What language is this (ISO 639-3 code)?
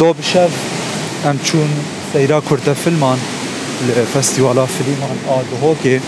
kur